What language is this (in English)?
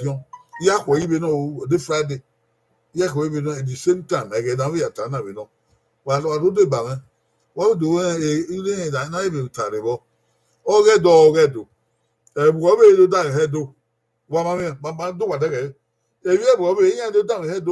Bini